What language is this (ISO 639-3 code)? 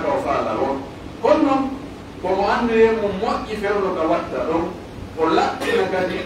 fuf